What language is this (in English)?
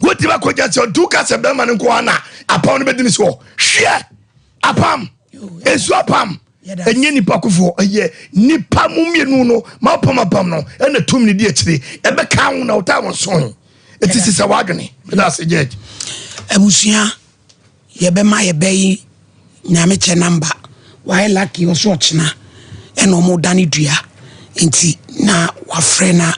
Akan